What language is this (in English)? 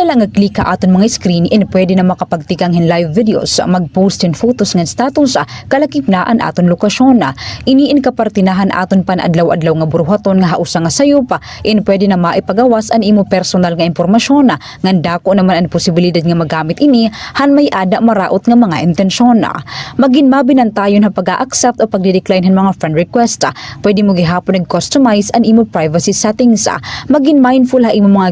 Waray